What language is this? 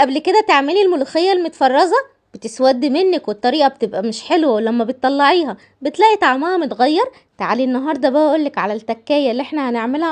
Egyptian Arabic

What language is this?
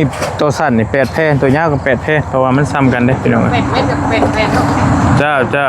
Northeastern Thai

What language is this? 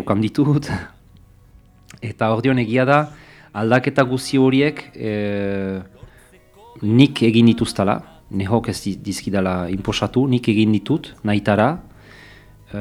Basque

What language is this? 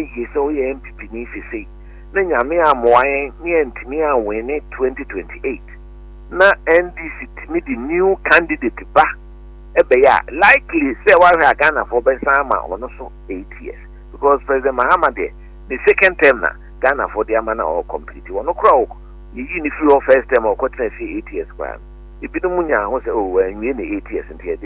Akan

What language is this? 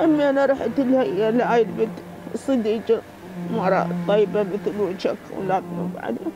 Mesopotamian Arabic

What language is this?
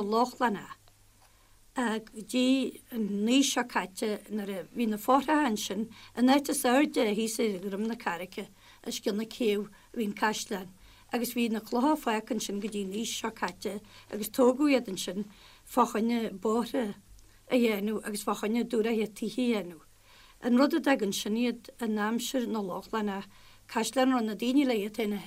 Irish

